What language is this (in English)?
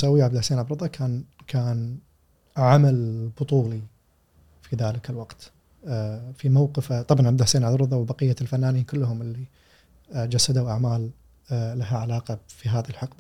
Gulf Arabic